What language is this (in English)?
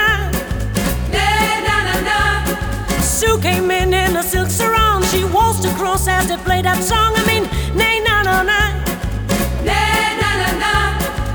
English